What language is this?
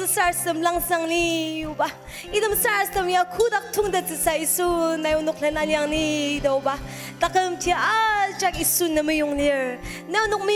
Ao Naga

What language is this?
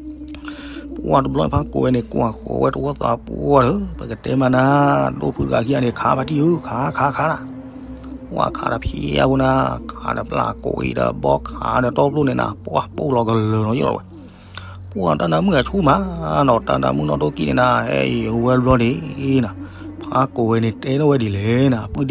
S'gaw Karen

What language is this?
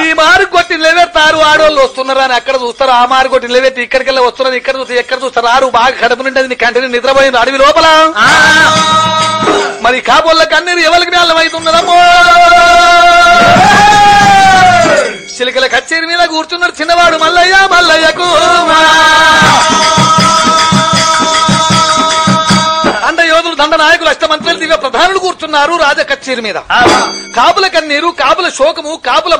Telugu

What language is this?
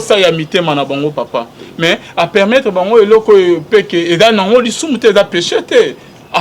Lingala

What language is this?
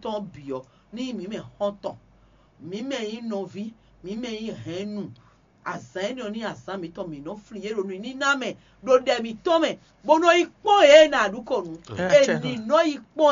Fon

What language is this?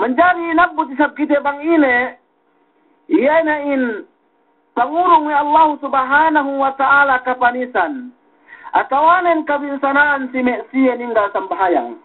Yakan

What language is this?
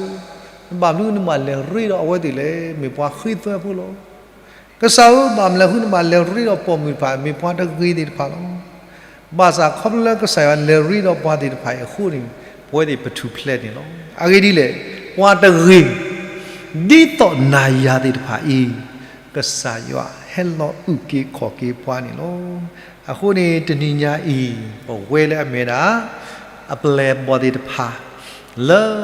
S'gaw Karen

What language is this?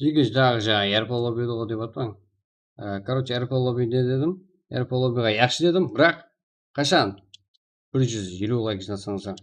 Kara-Kalpak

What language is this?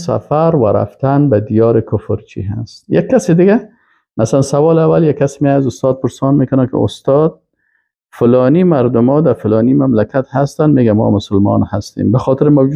Persian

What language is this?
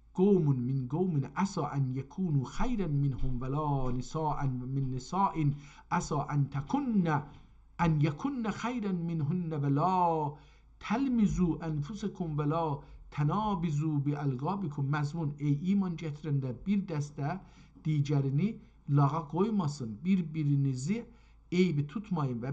South Azerbaijani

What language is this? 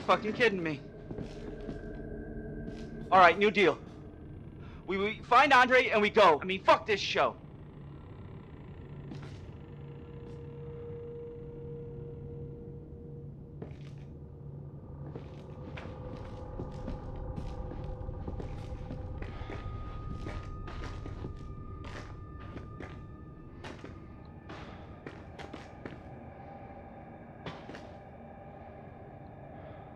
English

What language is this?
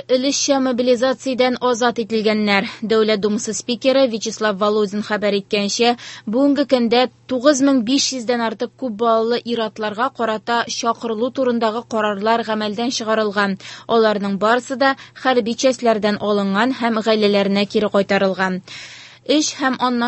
Tatar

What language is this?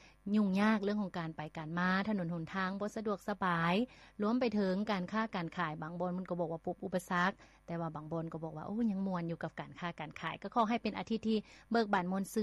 Lao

